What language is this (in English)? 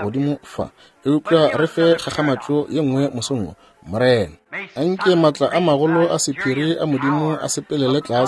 Northern Sotho